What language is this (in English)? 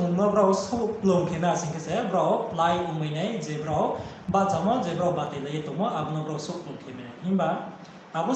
Riang (India)